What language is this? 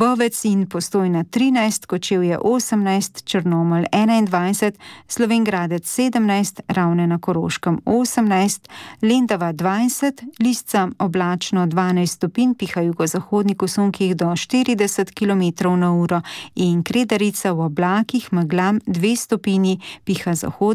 Slovenian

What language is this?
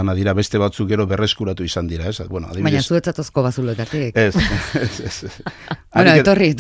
Basque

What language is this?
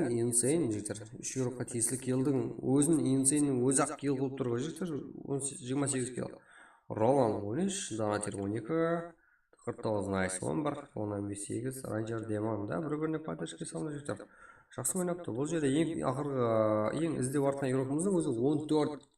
Kara-Kalpak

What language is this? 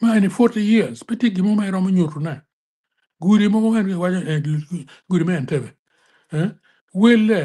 Acoli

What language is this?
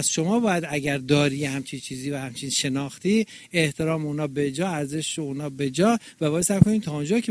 Persian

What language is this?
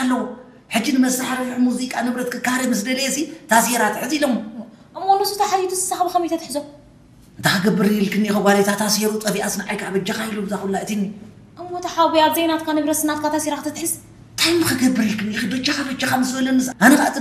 Tigrinya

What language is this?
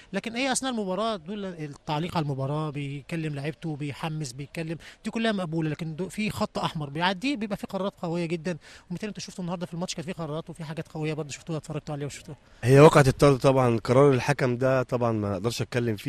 Egyptian Arabic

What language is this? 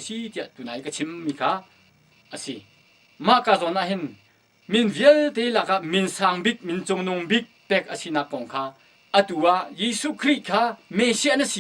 Hakha Chin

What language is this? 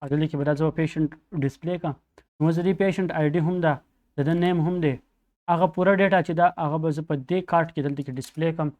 Pashto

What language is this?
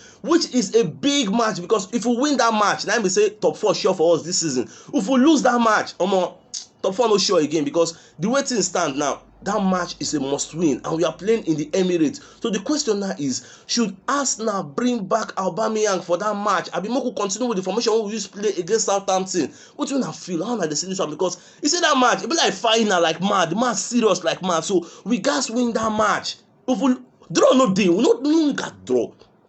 Nigerian Pidgin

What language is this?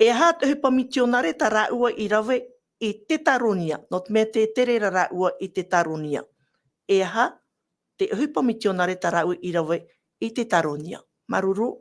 Tahitian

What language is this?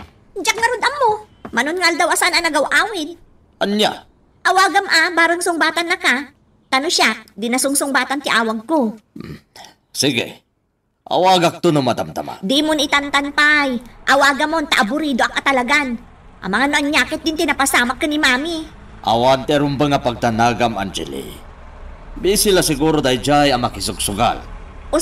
Iloko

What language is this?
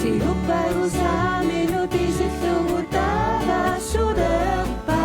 Kalaallisut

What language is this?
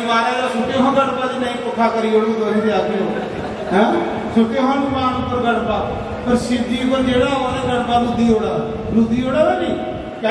Dogri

